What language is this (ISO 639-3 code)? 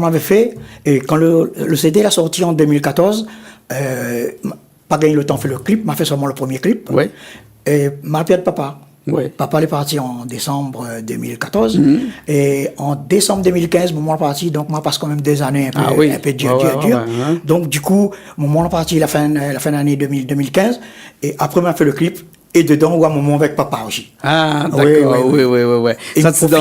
rcf